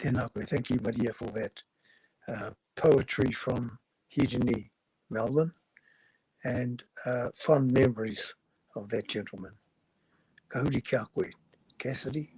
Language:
Māori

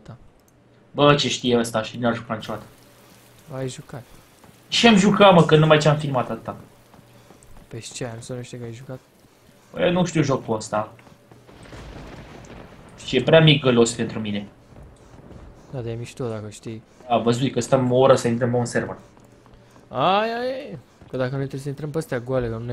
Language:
Romanian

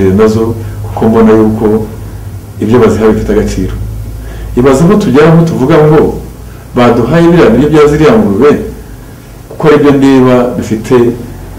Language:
Kinyarwanda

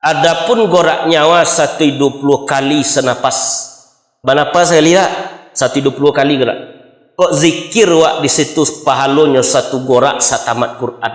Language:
Minangkabau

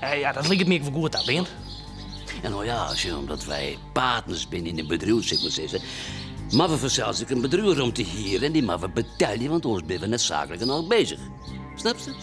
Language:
Western Frisian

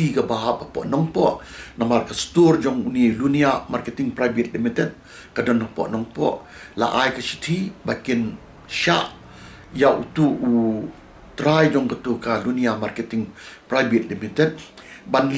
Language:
Khasi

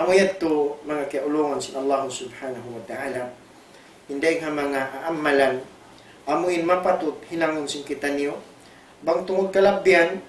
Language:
Tausug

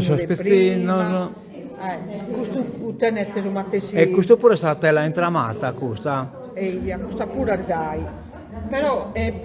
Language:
Sardinian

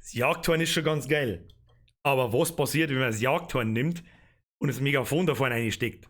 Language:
Bavarian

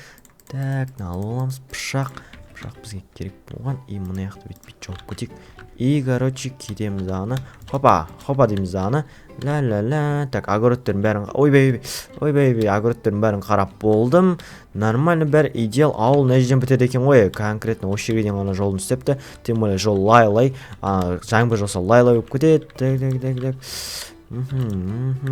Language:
Kazakh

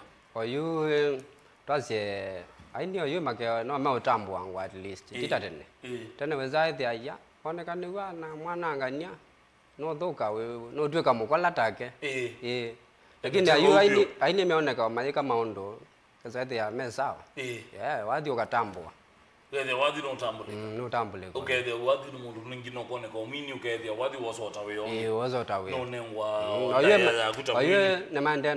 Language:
Kamba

